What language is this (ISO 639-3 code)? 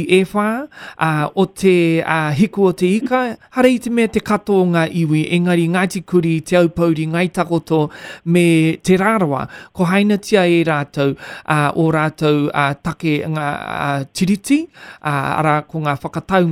mri